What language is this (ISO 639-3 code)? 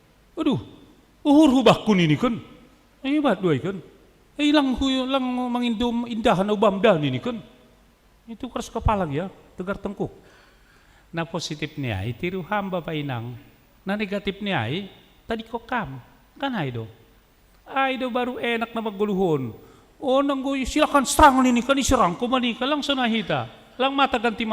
bts